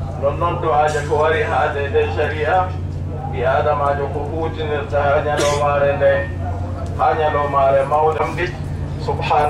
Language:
Adamawa Fulfulde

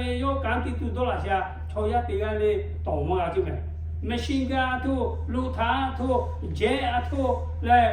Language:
Lahu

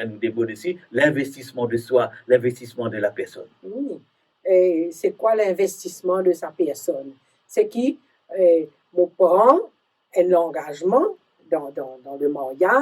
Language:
Morisyen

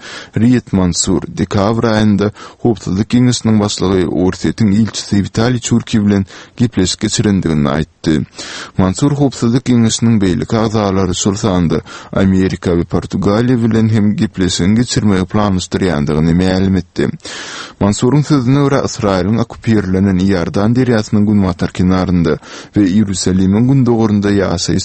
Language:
Turkmen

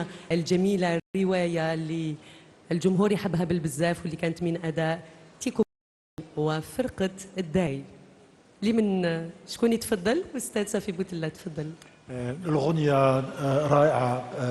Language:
Algerian Arabic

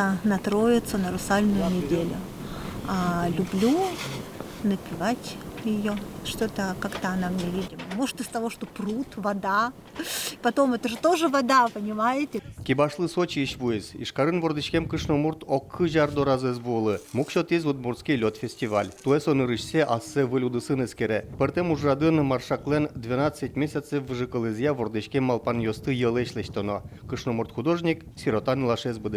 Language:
Udmurt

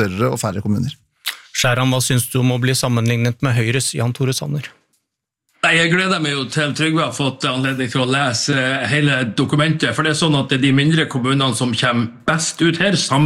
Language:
Norwegian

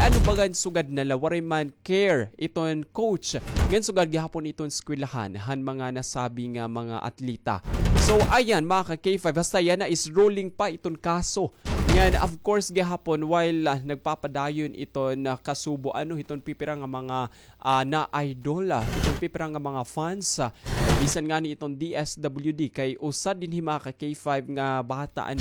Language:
Waray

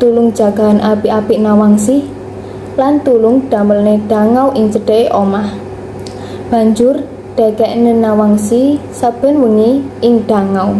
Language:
Javanese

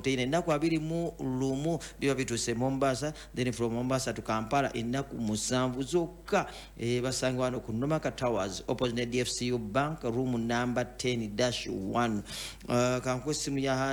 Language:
Ganda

